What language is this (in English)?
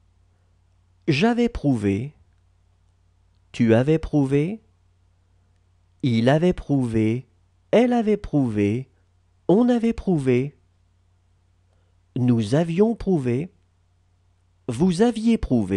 French